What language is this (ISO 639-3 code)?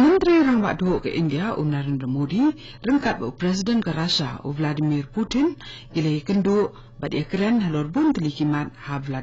kha